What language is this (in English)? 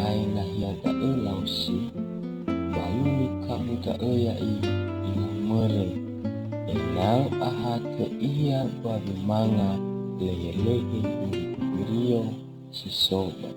Nias